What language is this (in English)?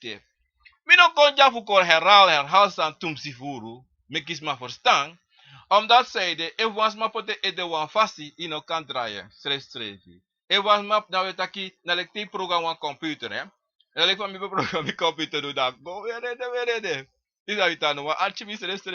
Sranan Tongo